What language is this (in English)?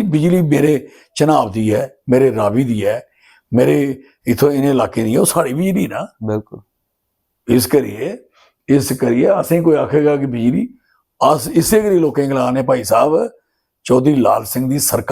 Dogri